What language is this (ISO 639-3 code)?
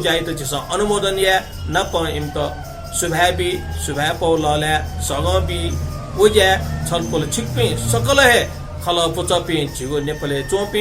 new